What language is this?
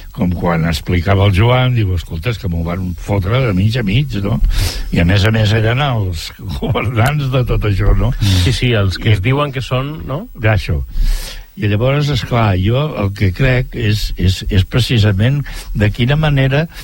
Catalan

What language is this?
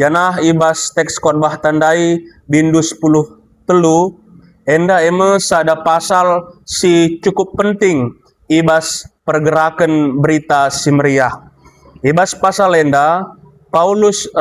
Batak Karo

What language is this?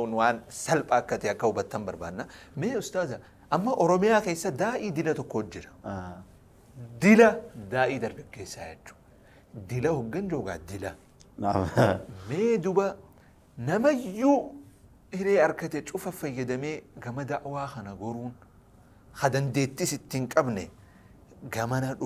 Oromo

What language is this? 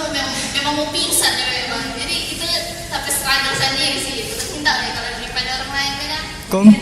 Manado Malay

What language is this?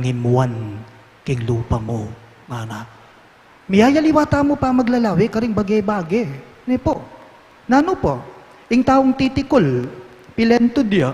Pampanga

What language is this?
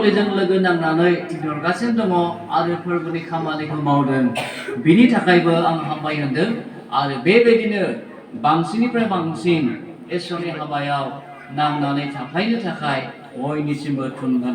Bodo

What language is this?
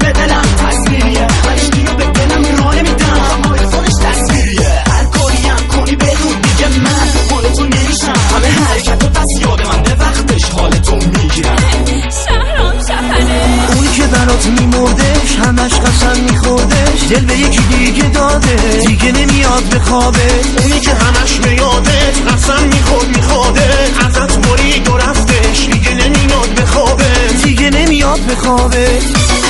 Persian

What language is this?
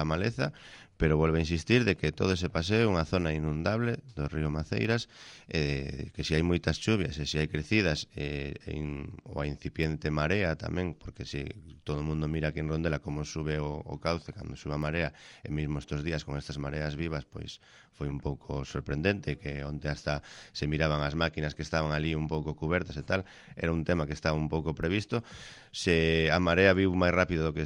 Galician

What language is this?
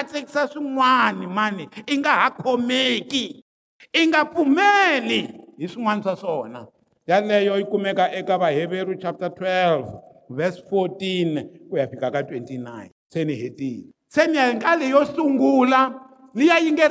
Tsonga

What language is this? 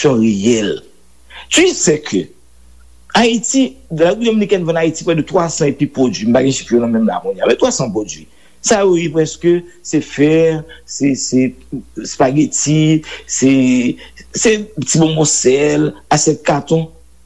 Haitian Creole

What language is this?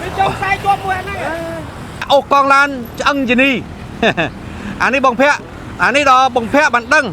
Khmer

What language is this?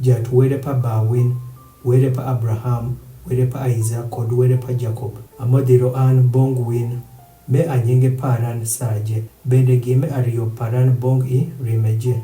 Adhola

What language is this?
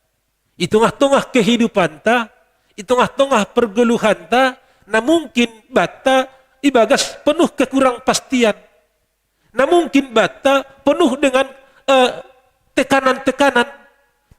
Batak Simalungun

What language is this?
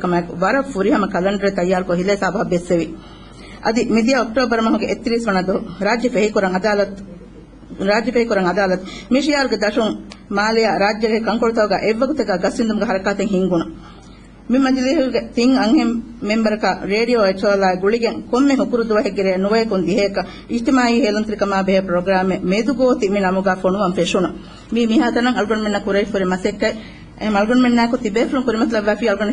Divehi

